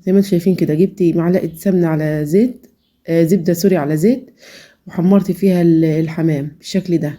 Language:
Egyptian Arabic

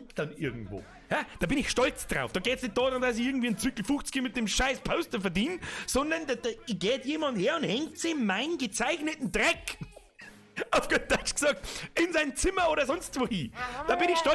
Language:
Bavarian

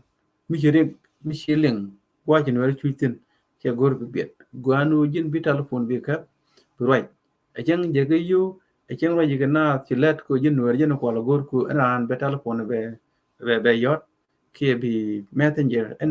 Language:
Nuer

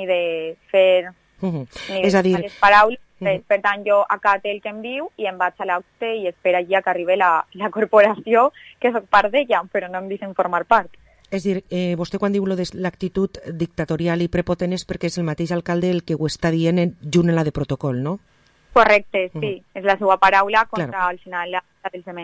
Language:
Catalan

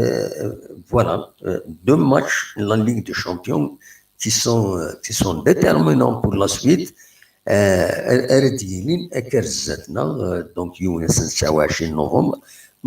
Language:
Kabyle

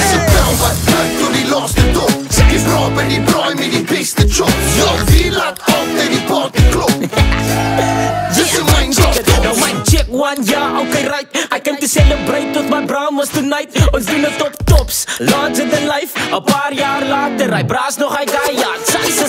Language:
Afrikaans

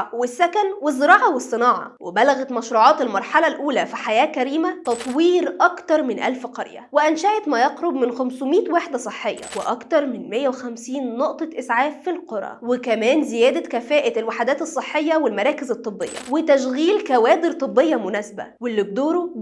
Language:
Egyptian Arabic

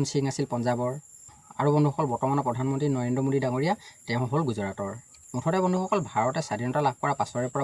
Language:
Assamese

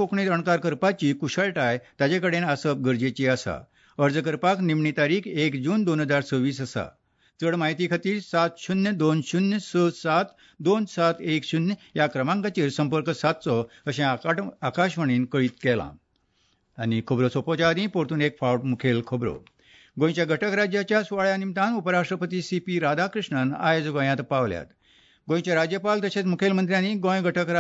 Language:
Konkani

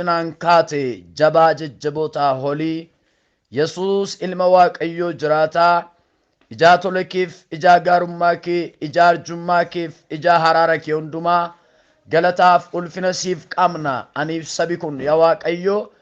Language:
Oromo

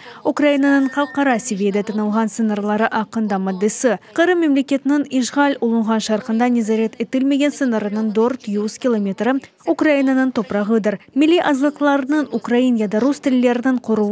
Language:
Crimean Tatar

